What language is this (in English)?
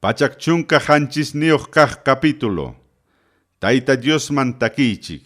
Ayacucho Quechua